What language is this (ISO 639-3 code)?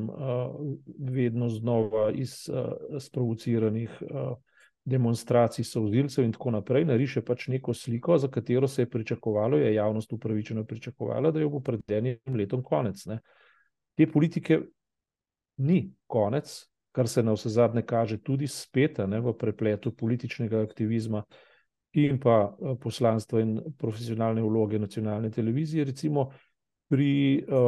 slv